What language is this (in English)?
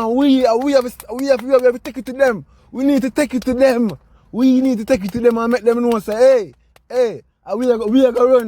Jamaican Creole English